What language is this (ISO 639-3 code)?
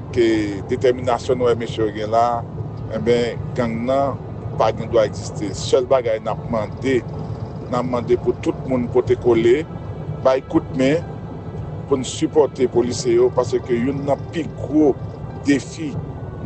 hat